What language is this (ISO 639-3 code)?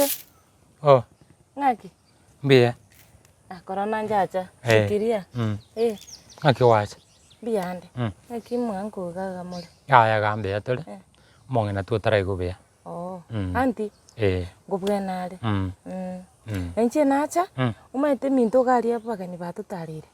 guz